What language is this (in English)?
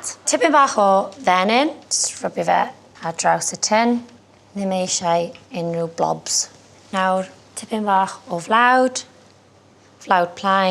Welsh